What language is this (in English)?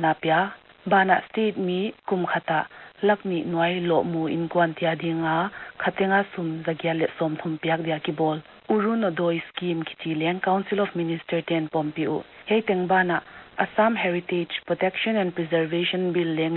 Paite Chin